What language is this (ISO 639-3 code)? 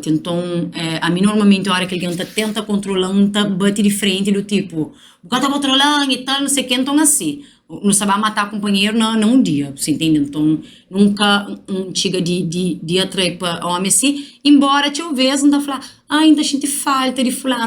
kea